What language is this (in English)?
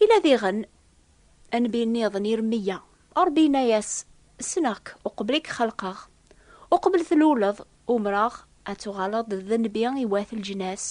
Kabyle